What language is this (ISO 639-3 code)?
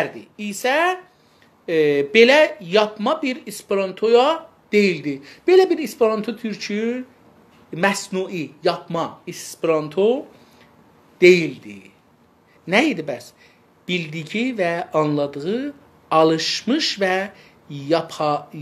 azb